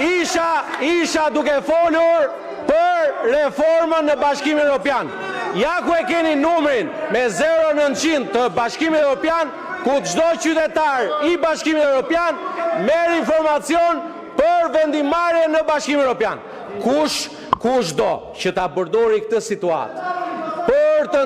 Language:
Albanian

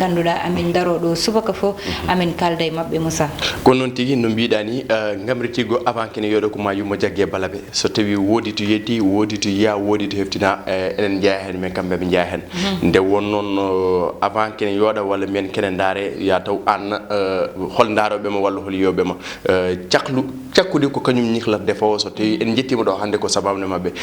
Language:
Fula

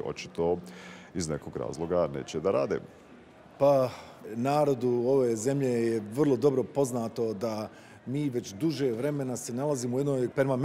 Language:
Bosnian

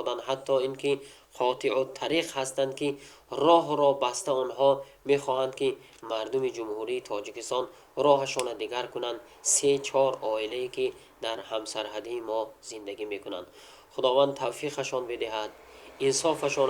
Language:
Tajik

